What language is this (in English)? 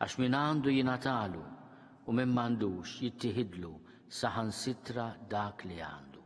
Maltese